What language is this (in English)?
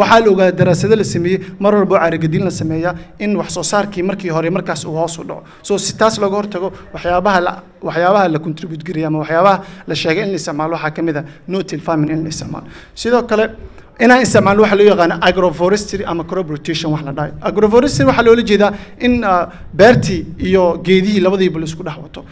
Somali